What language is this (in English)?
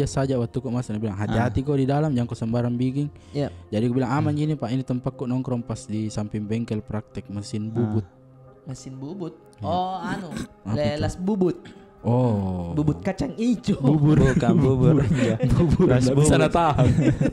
Makassar Malay